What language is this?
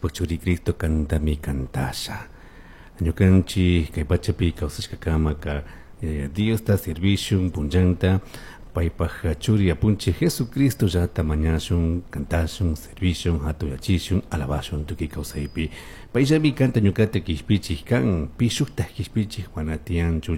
Chimborazo Highland Quichua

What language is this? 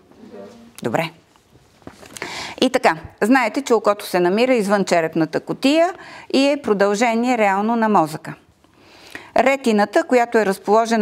Bulgarian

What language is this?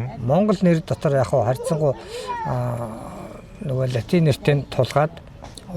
Mongolian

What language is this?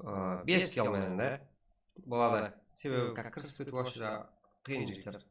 Kara-Kalpak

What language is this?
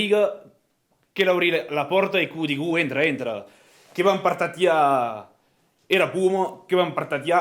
Occitan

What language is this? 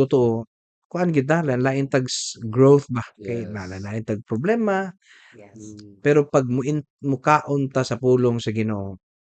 Cebuano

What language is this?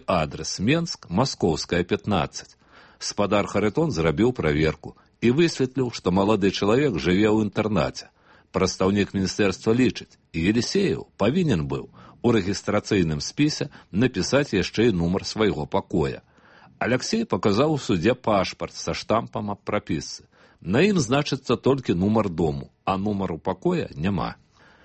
Belarusian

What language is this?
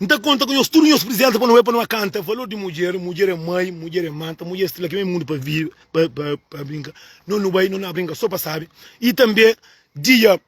Kabuverdianu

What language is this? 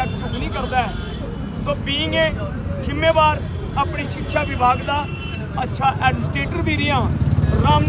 Dogri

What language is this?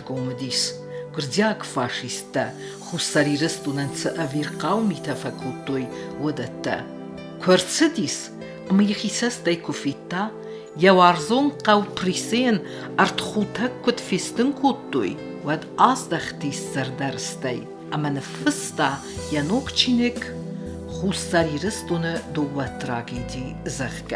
Ossetic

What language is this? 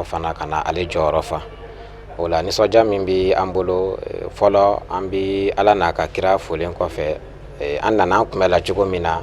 Bambara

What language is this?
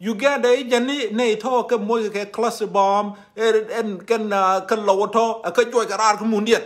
Nuer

